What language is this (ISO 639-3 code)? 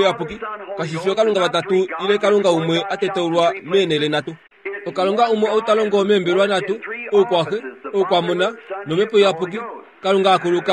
kua